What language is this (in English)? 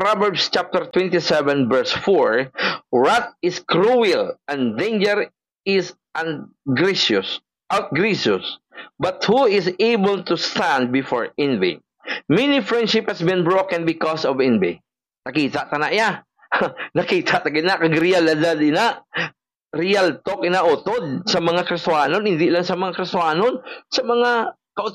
Hiligaynon